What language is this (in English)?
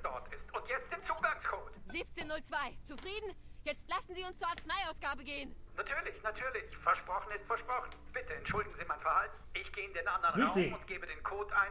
Bavarian